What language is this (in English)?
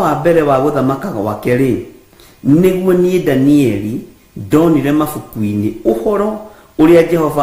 Kikuyu